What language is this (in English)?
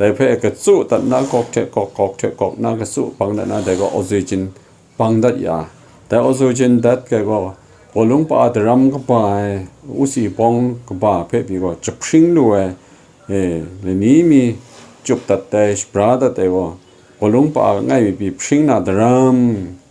Kachin